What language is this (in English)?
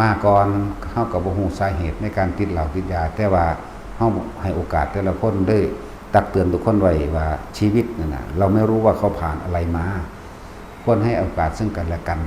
Northeastern Thai